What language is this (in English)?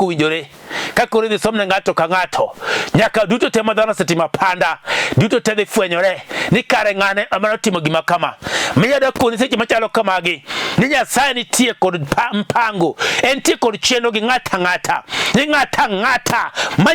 Luo (Kenya and Tanzania)